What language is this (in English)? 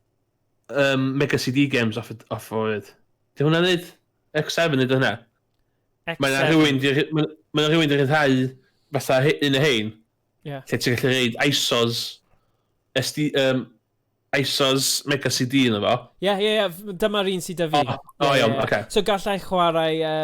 Welsh